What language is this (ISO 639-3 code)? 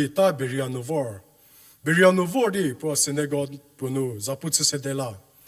njm